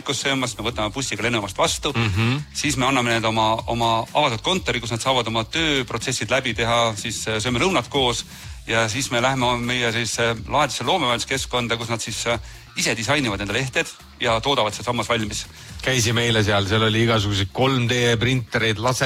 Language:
Estonian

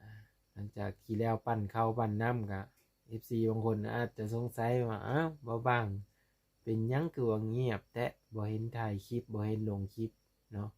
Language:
Lao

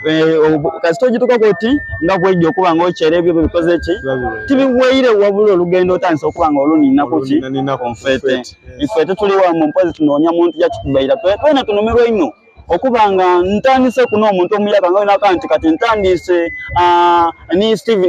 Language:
Soga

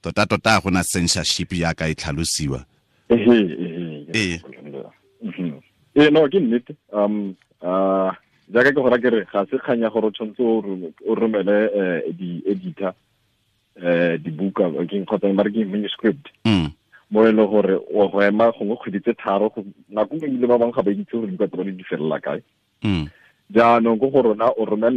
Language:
Tswana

